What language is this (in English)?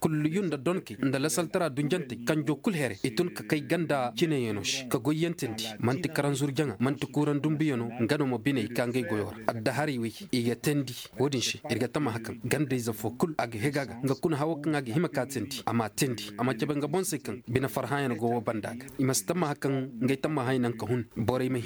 Zarma